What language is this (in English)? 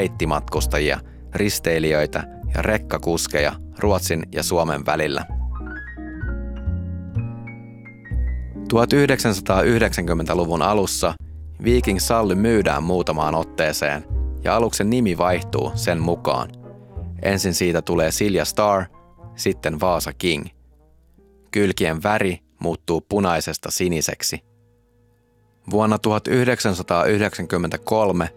Finnish